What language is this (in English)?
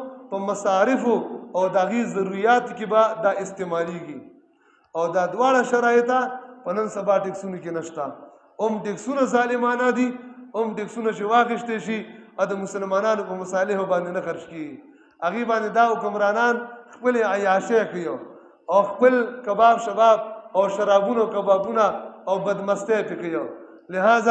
Pashto